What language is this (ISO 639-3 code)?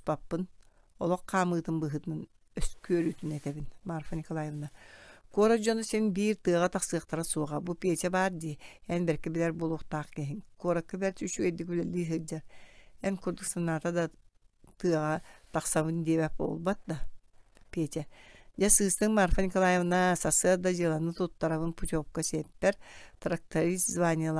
sah